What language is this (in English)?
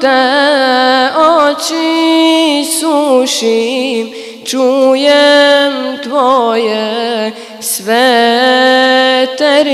Bosnian